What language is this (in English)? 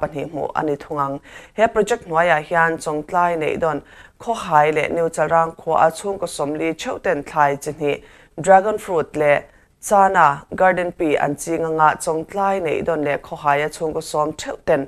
Mizo